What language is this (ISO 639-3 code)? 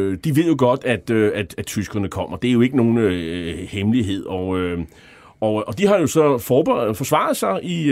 dan